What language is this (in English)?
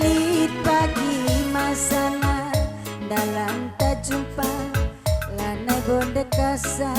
Batak Karo